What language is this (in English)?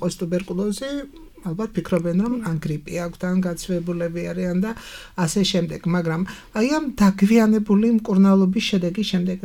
Georgian